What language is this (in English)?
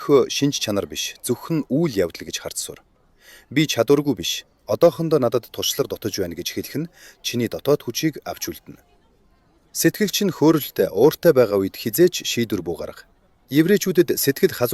Mongolian